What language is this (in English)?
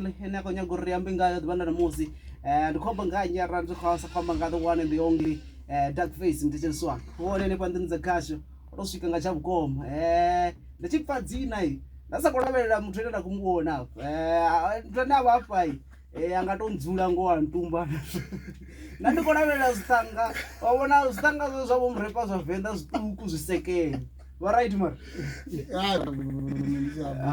Venda